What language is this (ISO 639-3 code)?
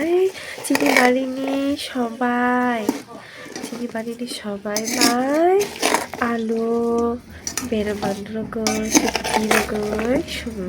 trp